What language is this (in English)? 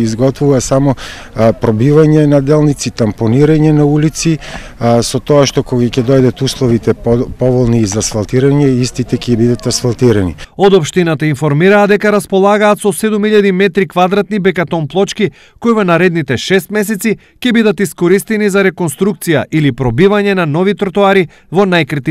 Macedonian